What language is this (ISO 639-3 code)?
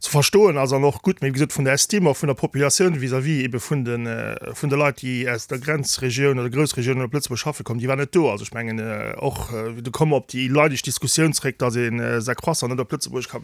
ltz